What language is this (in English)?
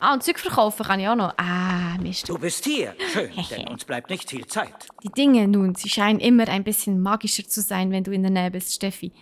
Swiss German